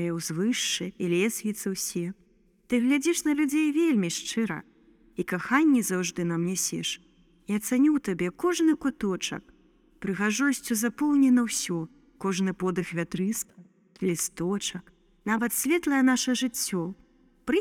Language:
Belarusian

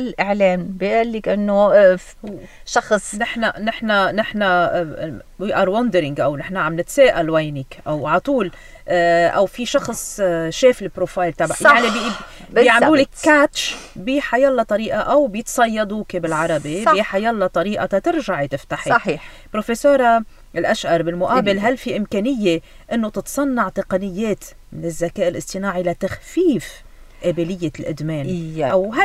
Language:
North Levantine Arabic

